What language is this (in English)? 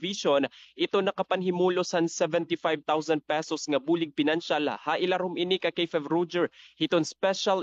Waray